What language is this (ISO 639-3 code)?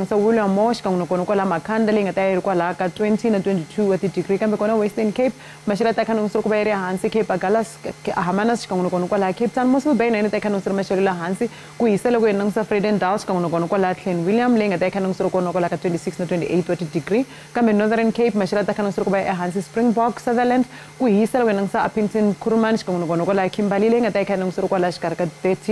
tso